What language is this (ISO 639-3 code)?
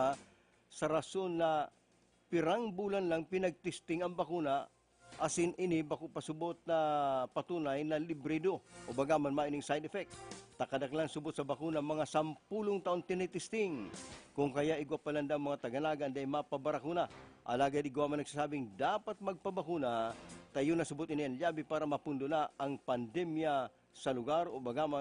bik